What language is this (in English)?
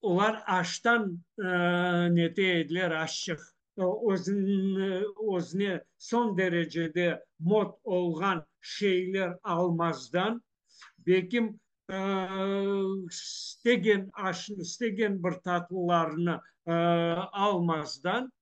Crimean Tatar